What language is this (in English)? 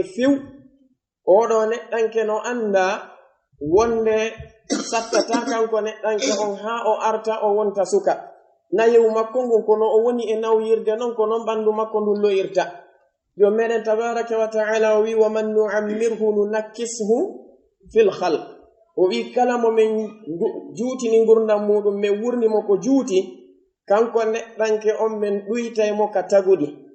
Pular